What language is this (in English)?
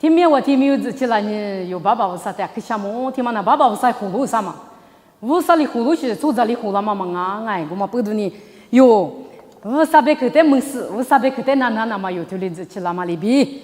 Lisu